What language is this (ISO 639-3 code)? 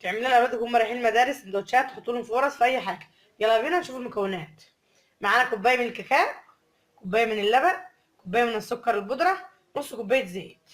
arz